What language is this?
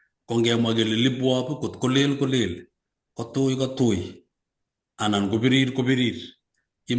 Kalenjin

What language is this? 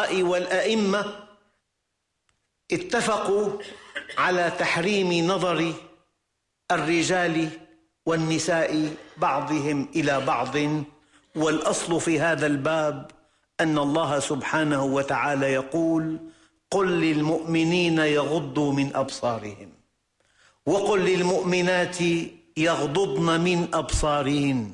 Arabic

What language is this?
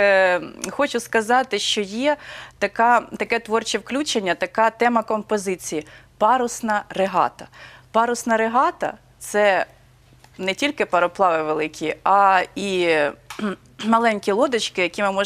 Ukrainian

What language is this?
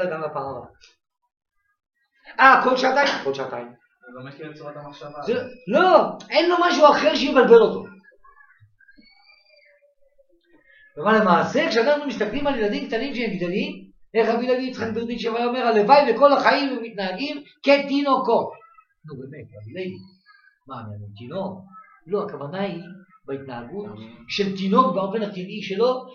Hebrew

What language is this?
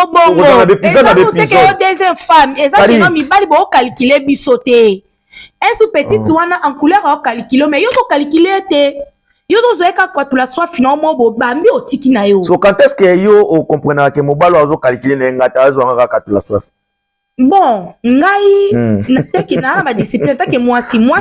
Lingala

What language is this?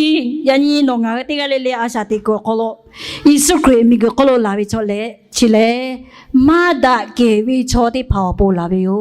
Lahu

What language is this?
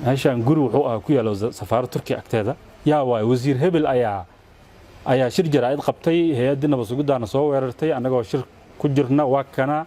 Somali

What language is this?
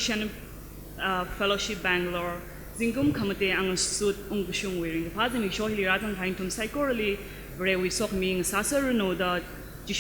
Tangkhul Naga (India)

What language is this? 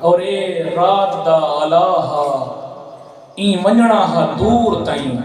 Saraiki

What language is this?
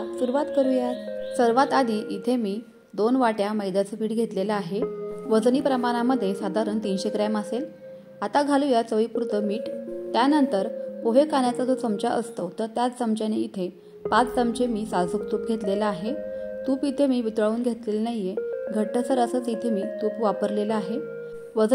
Marathi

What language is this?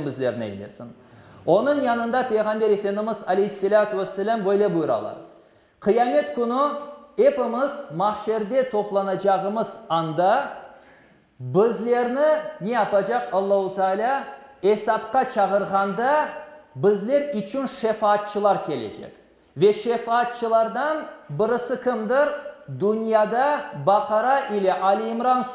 Crimean Tatar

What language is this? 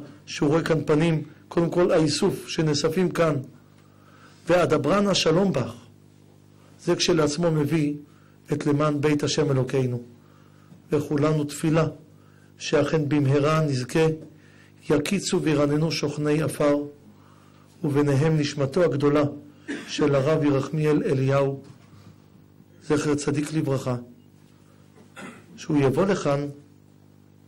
Hebrew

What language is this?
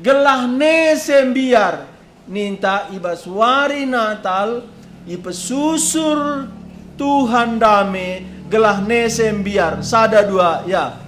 Batak Karo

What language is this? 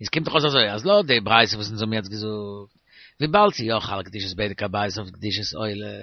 Yiddish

